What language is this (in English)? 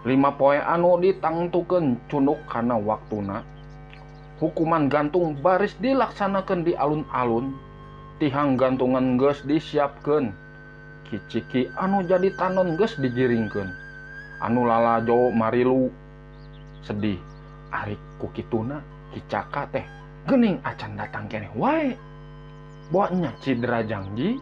Sundanese